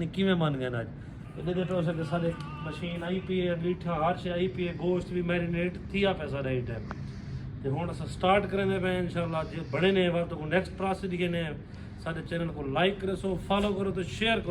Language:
Saraiki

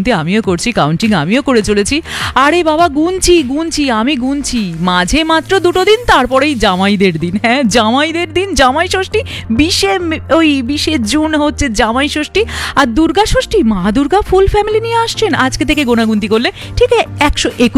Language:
Bangla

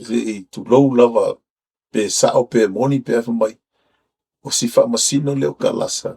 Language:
Samoan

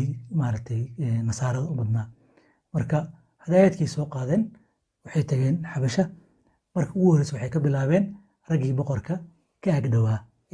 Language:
Somali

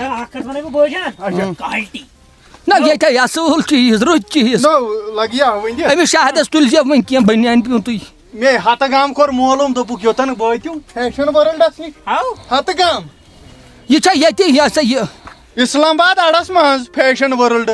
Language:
Kashmiri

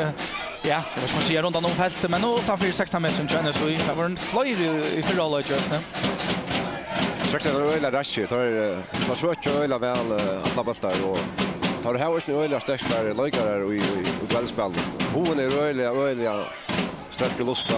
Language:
Faroese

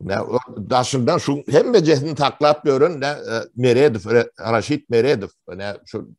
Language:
Turkmen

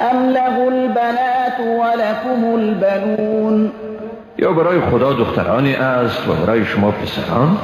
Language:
Persian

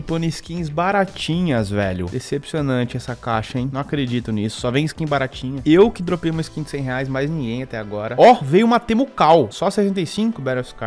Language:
Portuguese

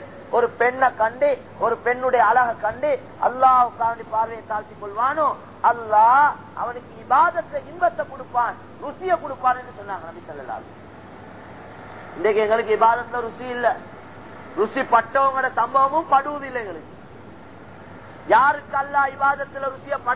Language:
Tamil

